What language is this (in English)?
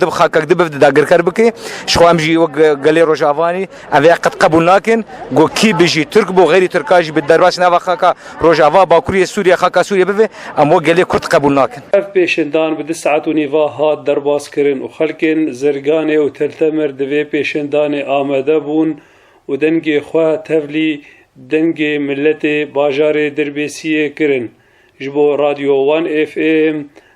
Kurdish